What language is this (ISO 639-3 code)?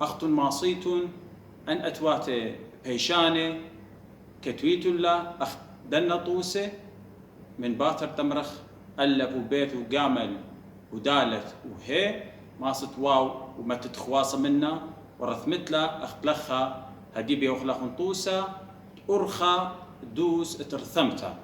aii